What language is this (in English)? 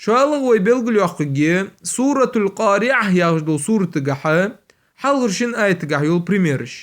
Ingush